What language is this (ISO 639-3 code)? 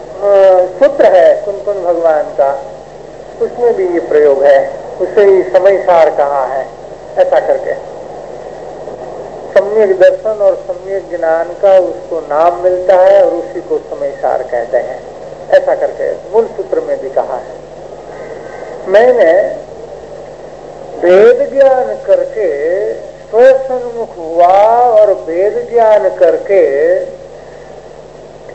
hin